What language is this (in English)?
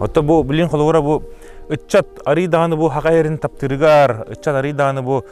Yakut